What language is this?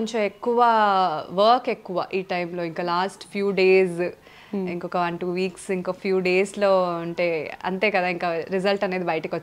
Telugu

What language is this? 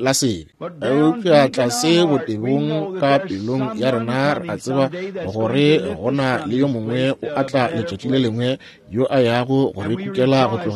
Northern Sotho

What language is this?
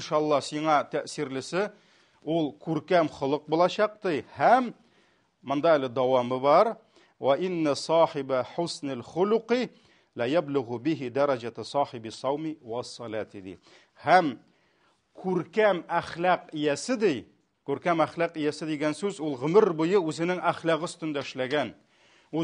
Tatar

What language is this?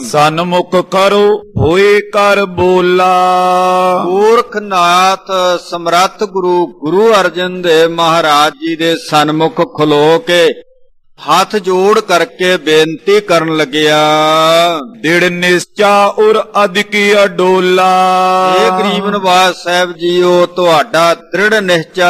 Punjabi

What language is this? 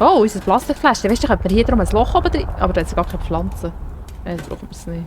Swiss German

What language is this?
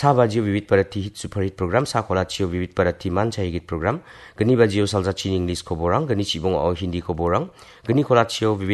Garo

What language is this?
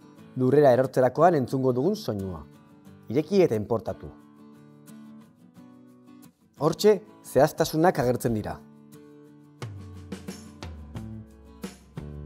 Basque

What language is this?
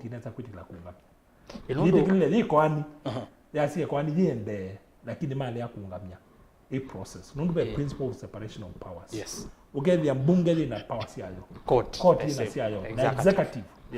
Kamba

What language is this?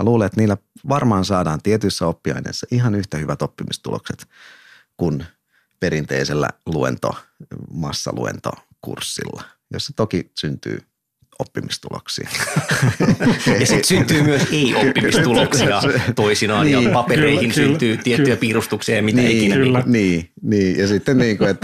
Finnish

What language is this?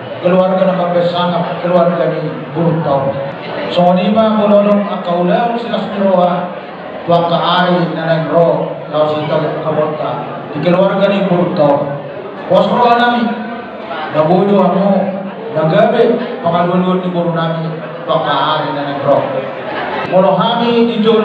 Batak Toba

